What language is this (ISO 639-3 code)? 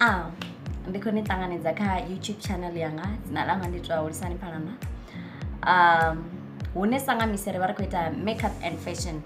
ven